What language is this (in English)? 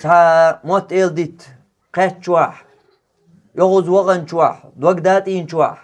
Chechen